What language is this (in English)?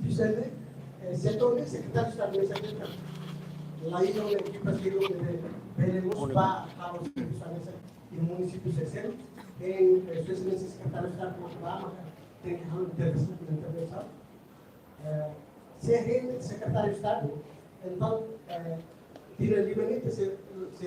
Tetum